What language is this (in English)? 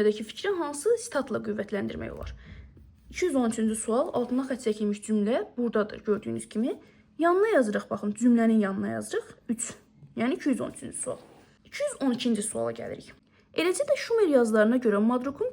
Azerbaijani